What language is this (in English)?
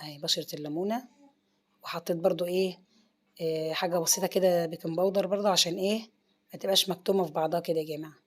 Egyptian Arabic